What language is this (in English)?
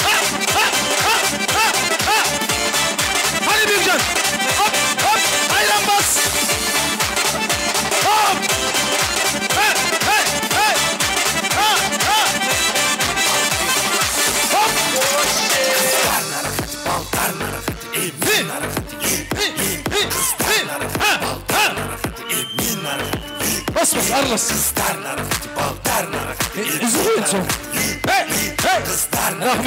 Kara-Kalpak